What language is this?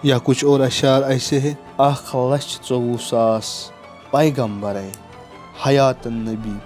Kashmiri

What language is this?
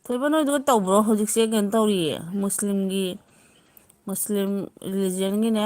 Manipuri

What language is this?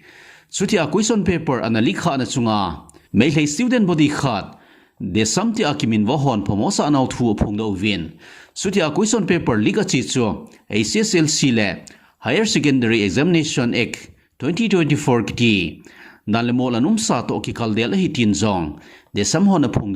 Thado Chin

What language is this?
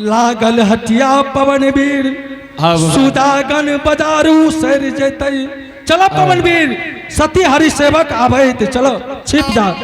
Angika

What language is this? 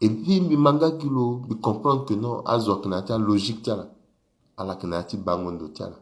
Sango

